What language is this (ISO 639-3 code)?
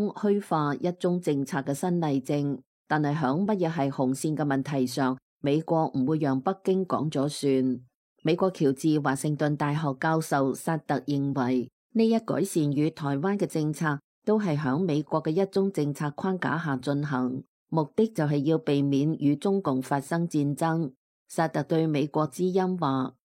yue